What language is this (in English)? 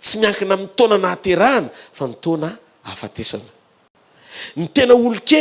Malagasy